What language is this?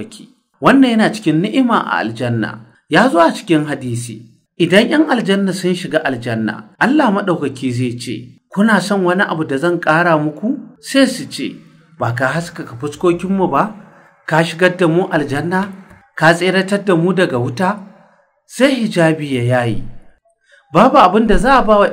Hausa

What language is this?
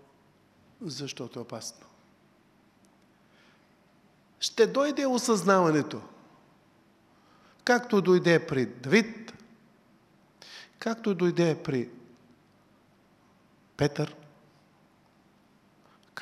Bulgarian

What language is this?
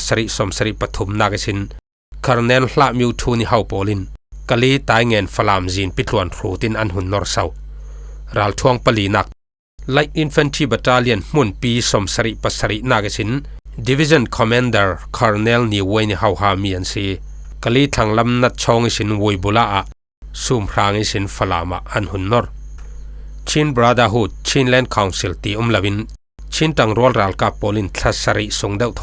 Falam Chin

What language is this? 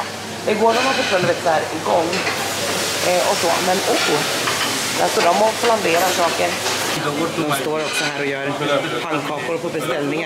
Swedish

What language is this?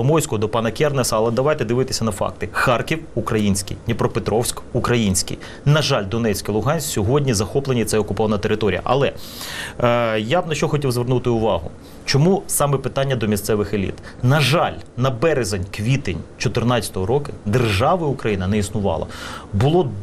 Ukrainian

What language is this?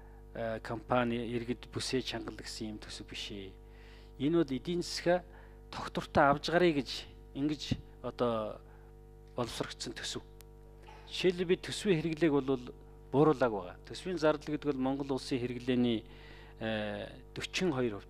Mongolian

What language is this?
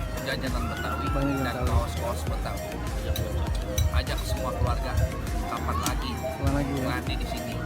Betawi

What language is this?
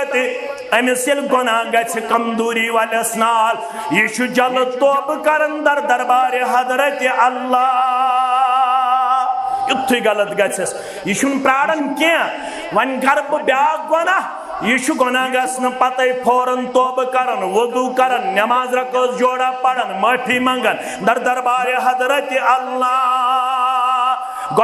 Kashmiri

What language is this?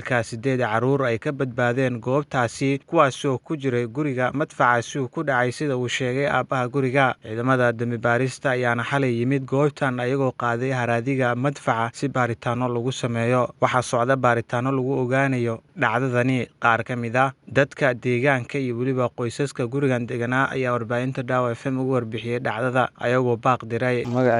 Somali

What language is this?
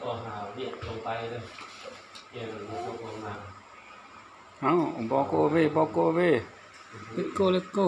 Lao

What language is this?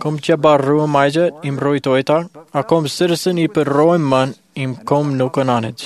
Marshallese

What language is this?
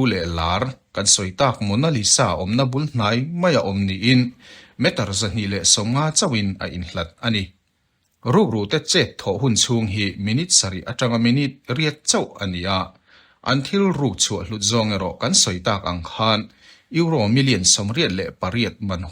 Mizo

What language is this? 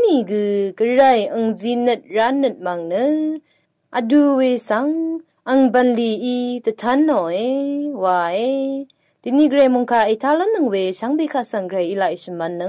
Rawang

